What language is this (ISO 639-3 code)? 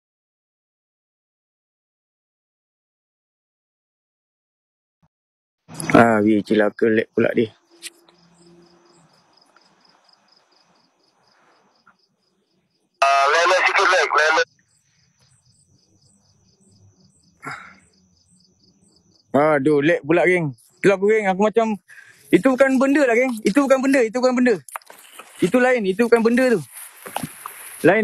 msa